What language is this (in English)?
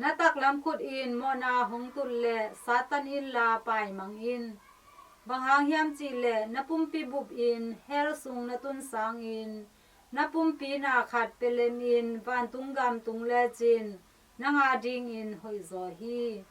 Tedim Chin